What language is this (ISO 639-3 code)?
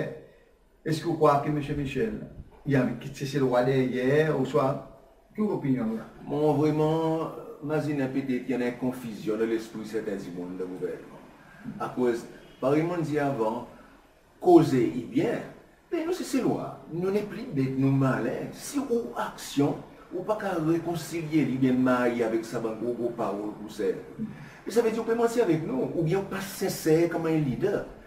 crs